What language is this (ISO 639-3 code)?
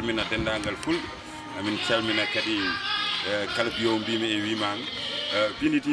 ful